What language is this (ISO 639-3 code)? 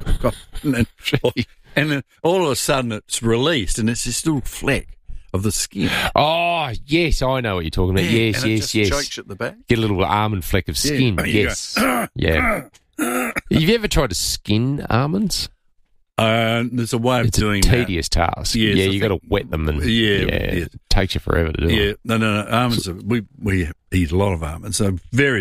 eng